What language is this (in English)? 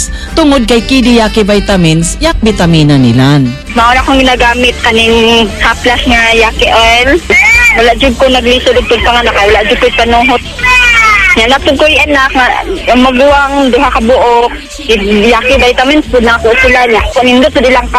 Cebuano